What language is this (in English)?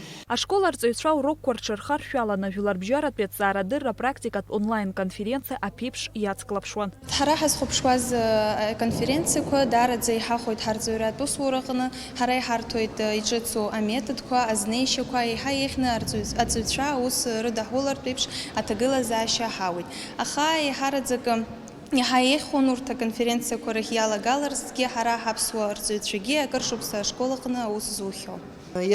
Abkhazian